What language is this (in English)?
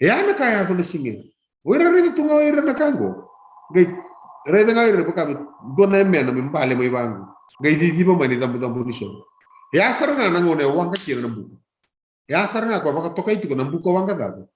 Fijian